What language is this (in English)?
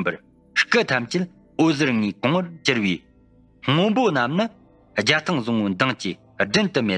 Tibetan